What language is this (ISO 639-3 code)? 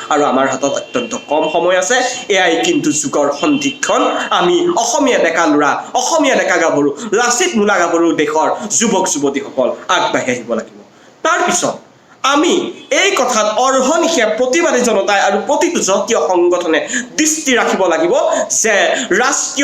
asm